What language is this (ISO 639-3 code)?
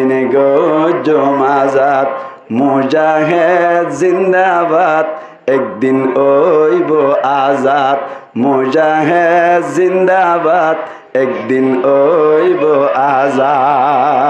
rhg